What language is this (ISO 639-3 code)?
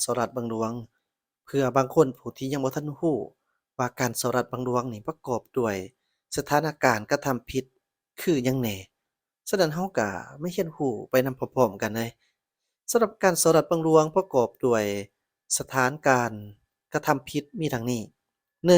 lao